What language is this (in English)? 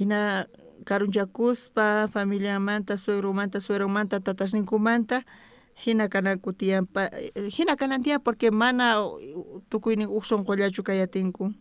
South Bolivian Quechua